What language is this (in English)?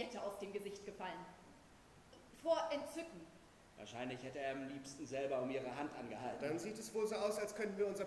German